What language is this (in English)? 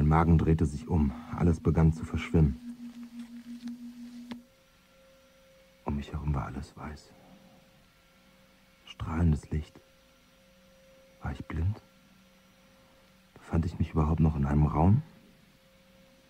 German